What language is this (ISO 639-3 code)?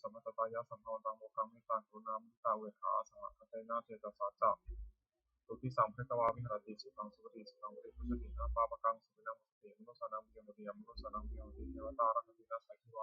pli